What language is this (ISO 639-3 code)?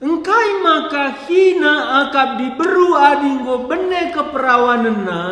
btx